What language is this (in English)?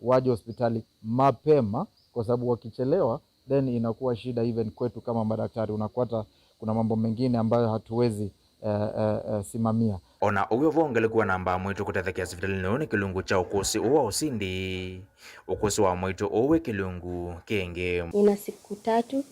Kamba